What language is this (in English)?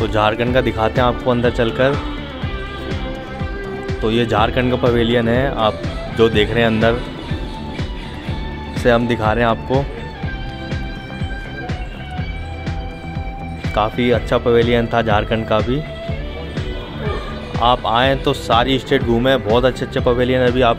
Hindi